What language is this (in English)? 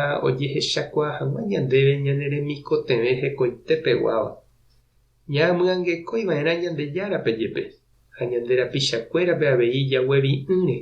Guarani